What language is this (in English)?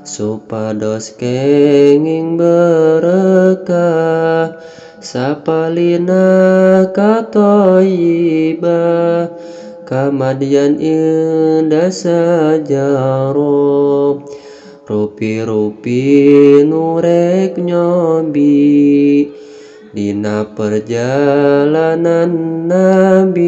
Sundanese